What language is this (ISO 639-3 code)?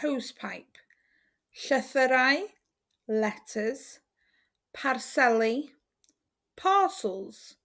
cym